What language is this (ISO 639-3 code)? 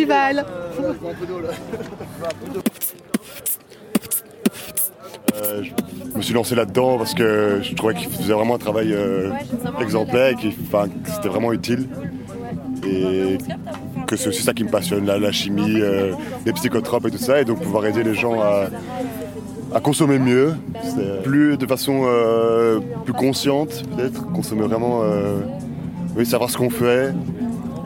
fra